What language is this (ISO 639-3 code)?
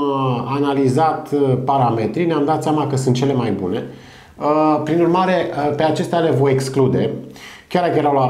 ron